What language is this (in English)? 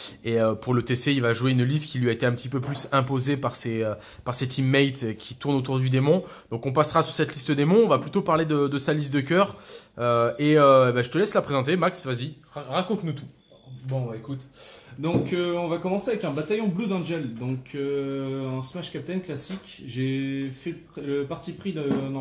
French